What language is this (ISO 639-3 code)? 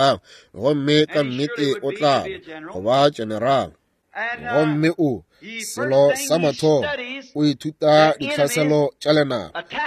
nso